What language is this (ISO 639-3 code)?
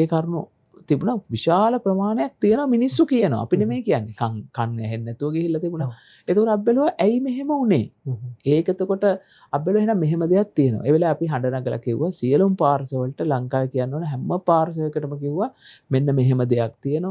sin